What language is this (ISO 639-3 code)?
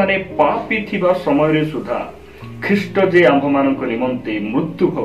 ori